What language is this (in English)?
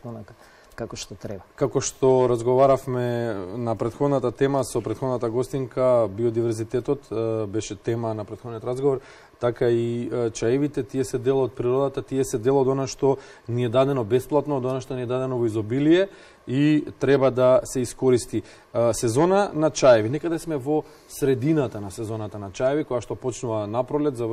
Macedonian